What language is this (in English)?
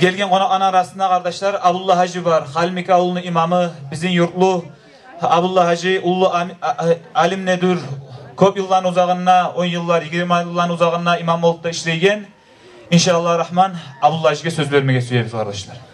Kumyk